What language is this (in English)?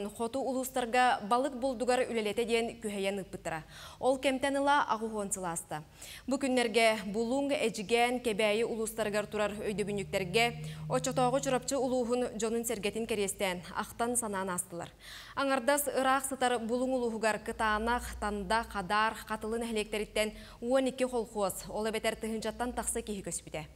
Yakut